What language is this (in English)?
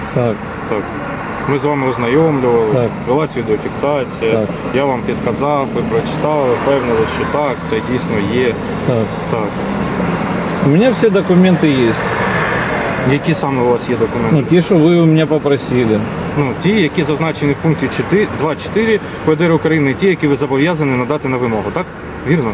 Ukrainian